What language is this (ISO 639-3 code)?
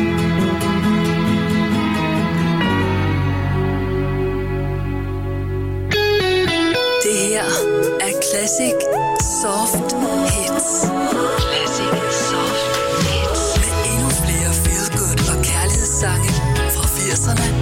dan